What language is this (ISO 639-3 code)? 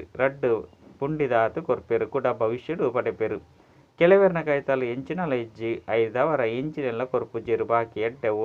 tcy